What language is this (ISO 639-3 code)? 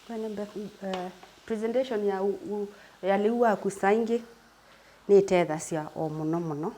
kam